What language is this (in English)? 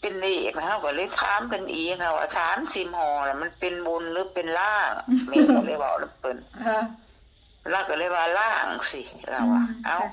Northeastern Thai